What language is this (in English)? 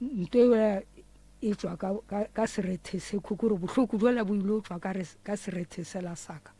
Northern Sotho